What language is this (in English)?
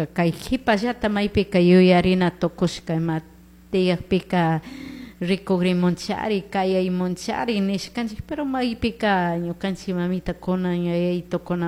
Chimborazo Highland Quichua